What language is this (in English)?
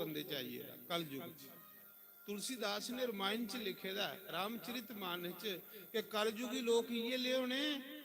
Dogri